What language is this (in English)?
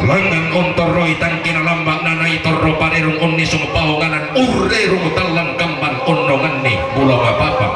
Toraja-Sa'dan